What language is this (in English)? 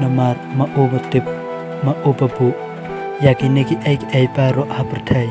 Khasi